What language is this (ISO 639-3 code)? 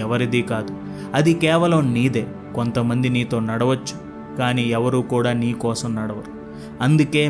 tel